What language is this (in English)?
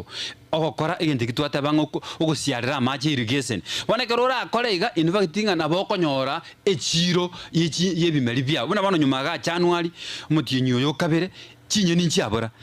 Gusii